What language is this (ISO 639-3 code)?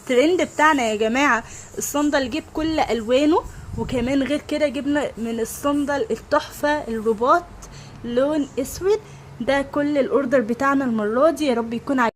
arz